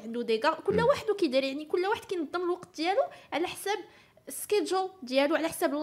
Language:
Moroccan Arabic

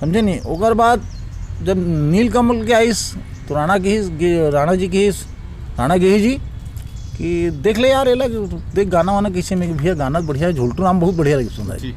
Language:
Chhattisgarhi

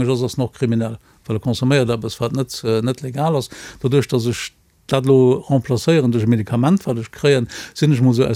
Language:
Luxembourgish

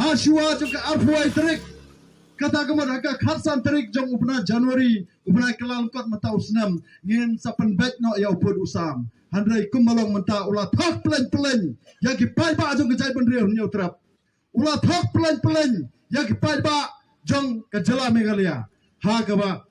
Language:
Khasi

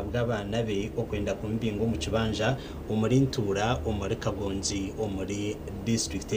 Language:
Nyankole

